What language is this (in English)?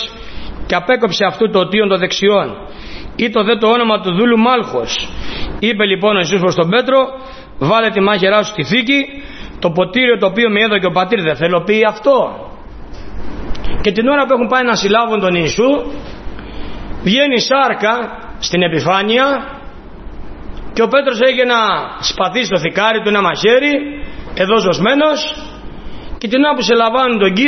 Greek